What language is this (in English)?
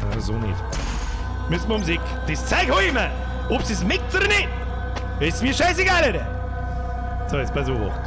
Bavarian